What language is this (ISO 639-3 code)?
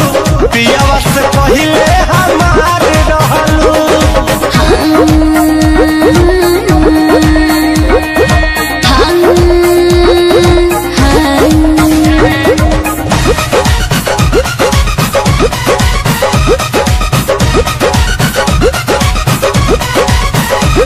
bho